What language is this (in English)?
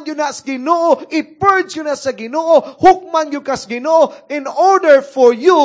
Cebuano